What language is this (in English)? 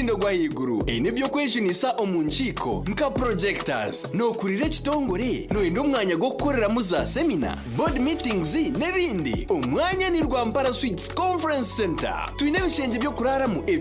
Nyankole